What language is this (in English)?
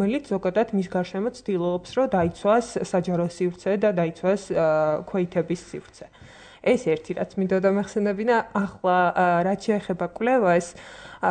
Georgian